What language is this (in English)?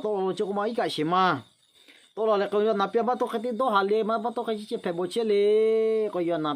Lahu